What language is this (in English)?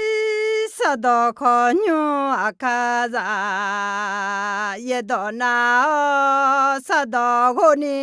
Akha